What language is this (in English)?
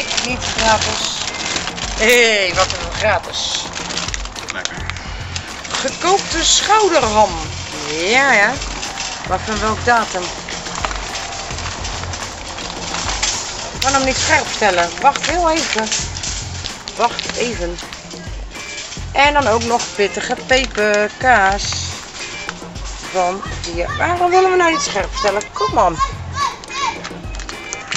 Dutch